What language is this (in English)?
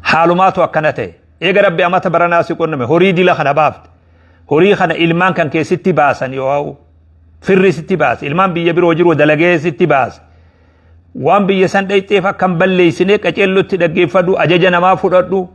Oromo